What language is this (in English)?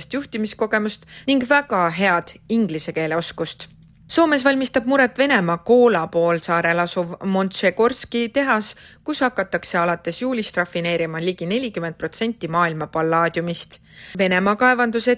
Estonian